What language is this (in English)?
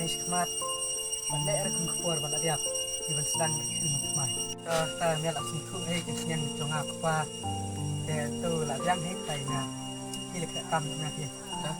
Khasi